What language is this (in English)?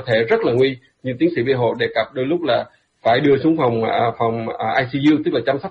Vietnamese